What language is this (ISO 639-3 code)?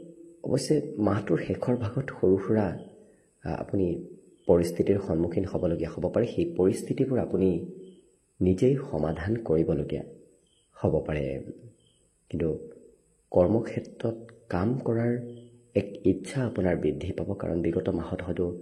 asm